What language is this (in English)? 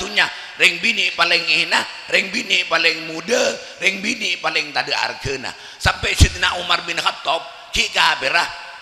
Madurese